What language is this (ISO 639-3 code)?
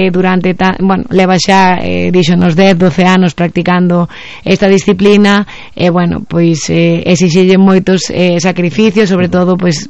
glg